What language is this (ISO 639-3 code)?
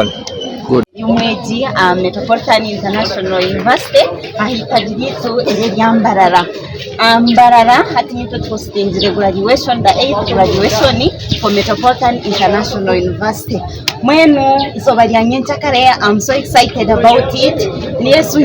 nyn